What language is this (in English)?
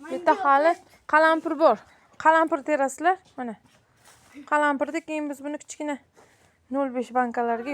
Uzbek